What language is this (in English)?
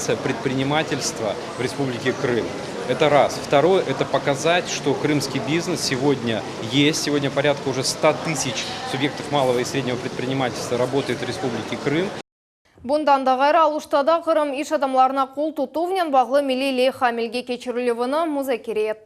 Crimean Tatar